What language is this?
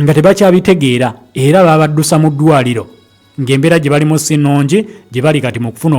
Ganda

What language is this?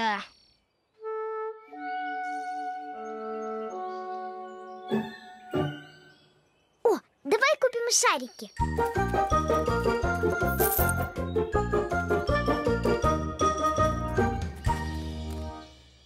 Russian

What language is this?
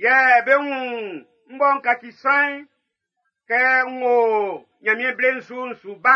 Baoulé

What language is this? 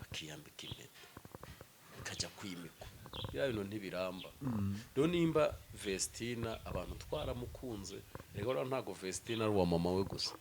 Kinyarwanda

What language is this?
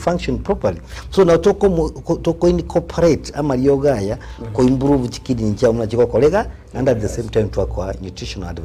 Gusii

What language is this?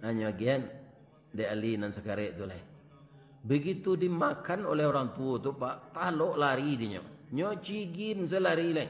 Minangkabau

